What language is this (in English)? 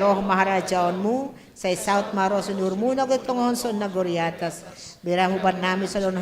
Batak Simalungun